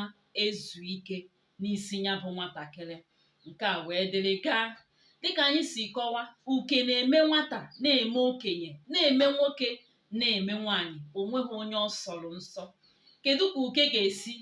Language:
Igbo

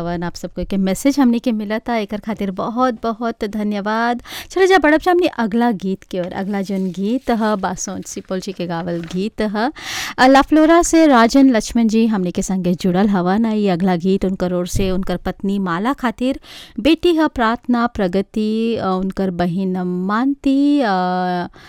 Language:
Bhojpuri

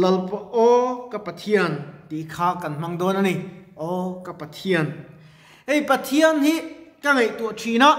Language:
Mizo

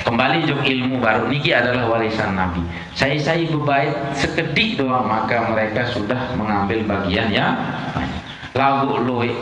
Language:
Sasak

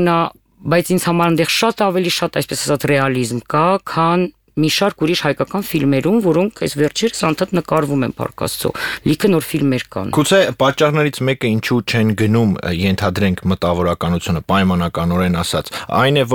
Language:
Armenian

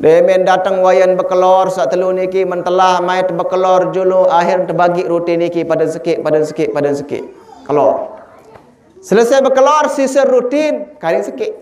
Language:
Sasak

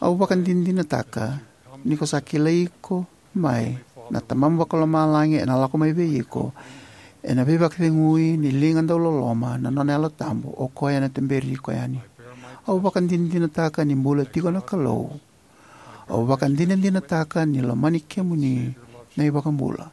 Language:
Fijian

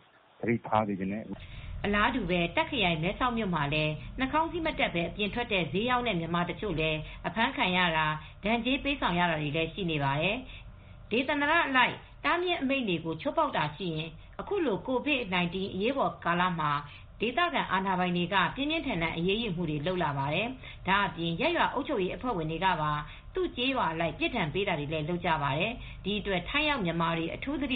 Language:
Burmese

